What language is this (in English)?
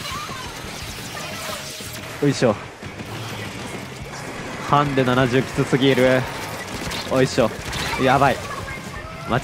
Japanese